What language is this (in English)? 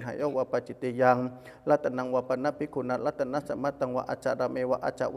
Pali